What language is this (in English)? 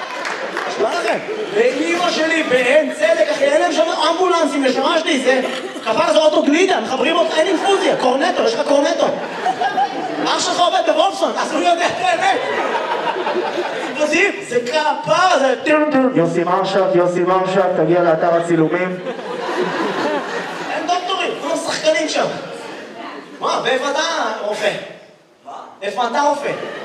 Hebrew